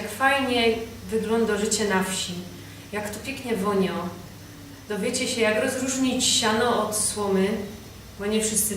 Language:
Silesian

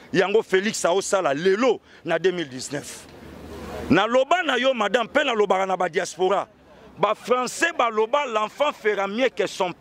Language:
Lingala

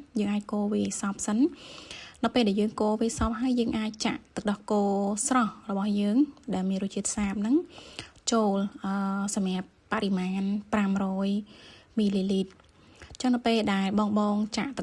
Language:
Khmer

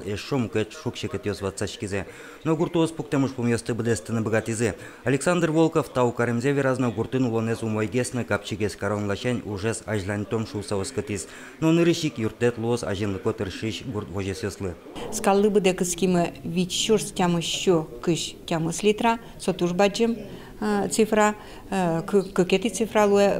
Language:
Udmurt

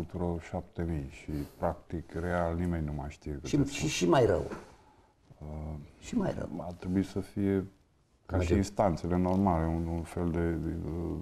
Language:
Romanian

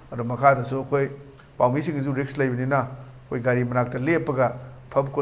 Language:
Manipuri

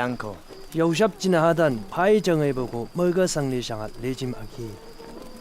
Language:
Chang Naga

